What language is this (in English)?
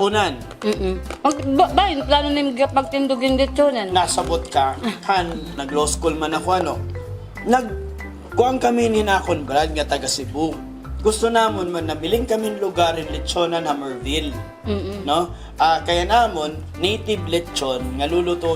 Waray